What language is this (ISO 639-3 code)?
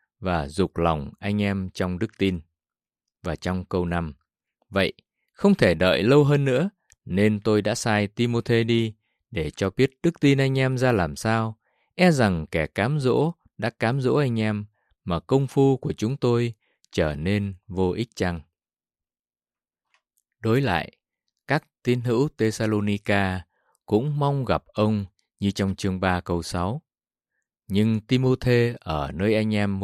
vie